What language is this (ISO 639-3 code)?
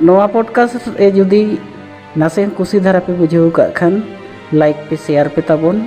sat